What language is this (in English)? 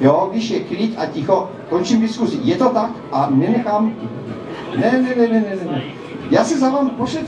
Czech